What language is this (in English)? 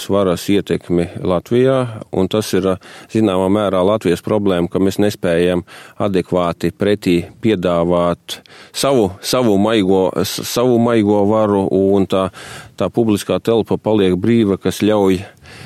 Latvian